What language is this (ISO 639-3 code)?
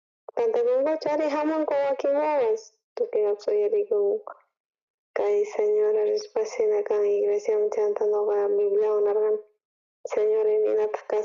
quh